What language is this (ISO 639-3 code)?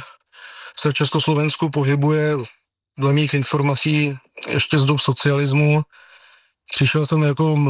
ces